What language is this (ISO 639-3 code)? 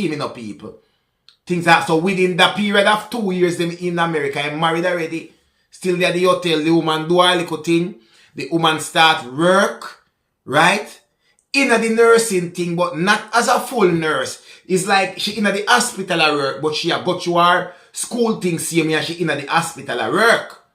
jam